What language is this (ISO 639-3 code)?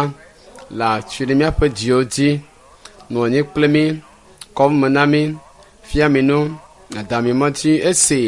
ewe